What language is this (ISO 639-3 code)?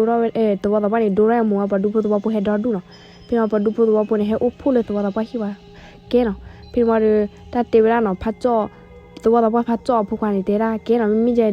ksw